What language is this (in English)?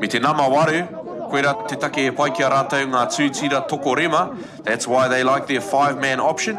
Māori